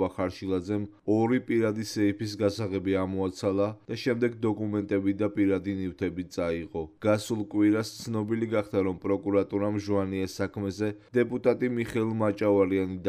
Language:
Georgian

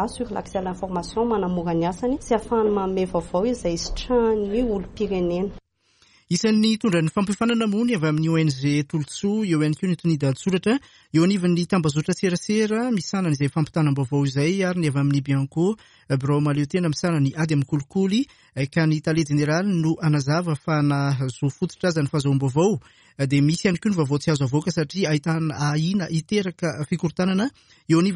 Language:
Malagasy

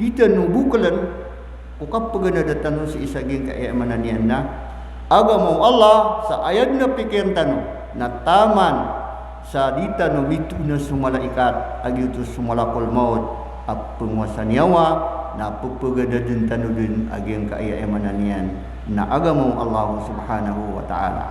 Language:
Maranao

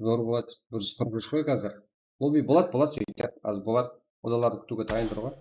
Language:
Kara-Kalpak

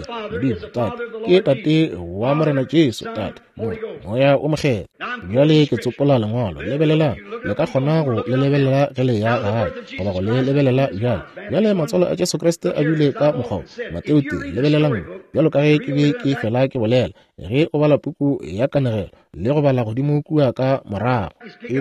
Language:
Northern Sotho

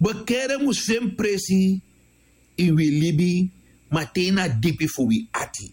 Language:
Sranan Tongo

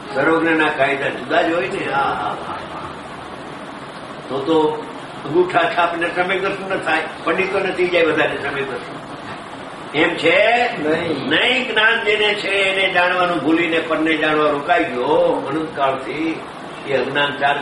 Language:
Gujarati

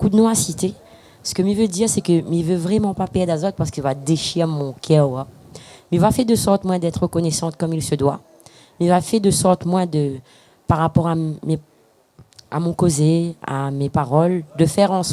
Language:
Réunion Creole French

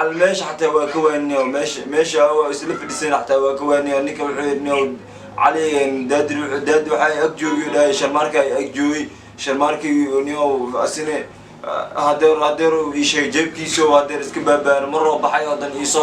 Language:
Somali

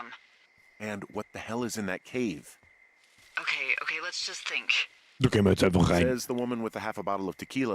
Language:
Bavarian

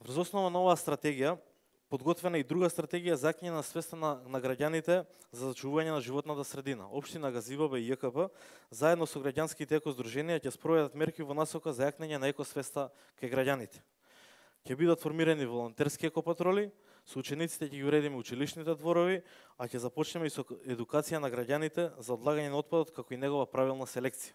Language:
Macedonian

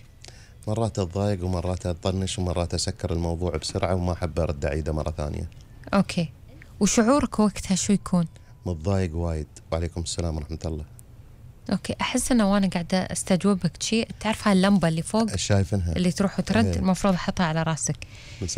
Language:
Gulf Arabic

